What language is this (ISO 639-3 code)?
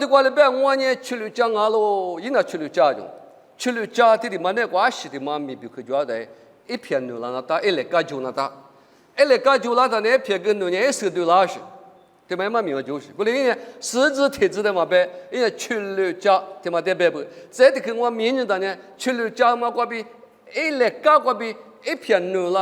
lis